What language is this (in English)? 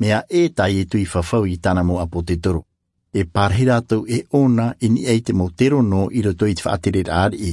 Tahitian